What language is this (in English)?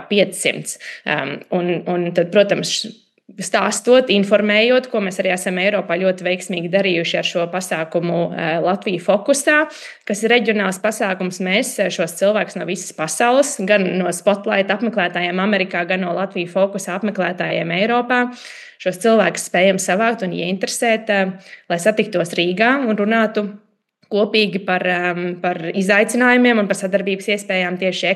Latvian